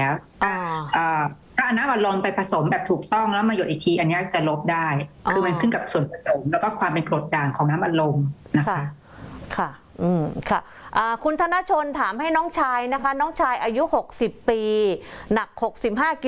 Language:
Thai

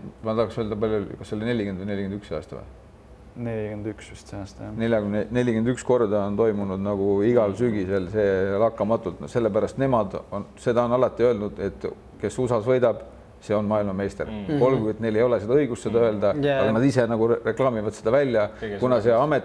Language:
Estonian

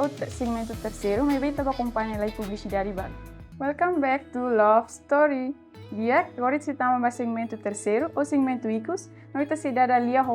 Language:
Tetum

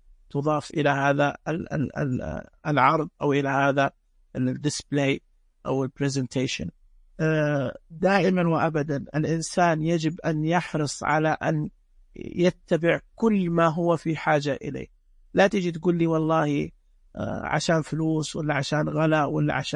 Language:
Najdi Arabic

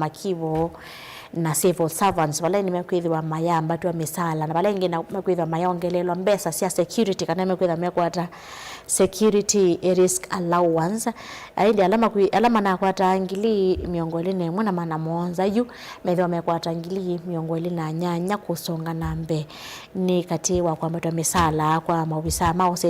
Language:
Kamba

